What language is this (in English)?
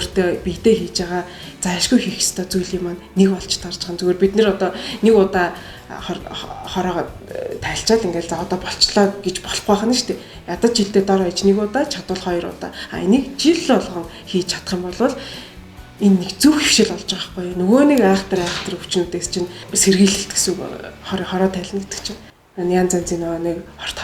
Mongolian